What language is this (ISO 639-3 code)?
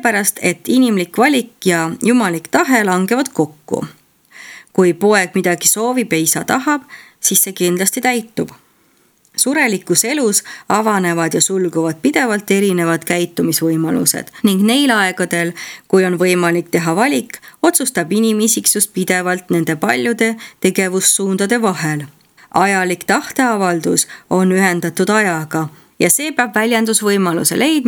est